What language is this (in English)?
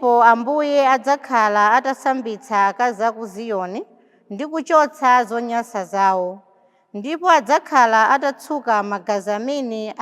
Nyanja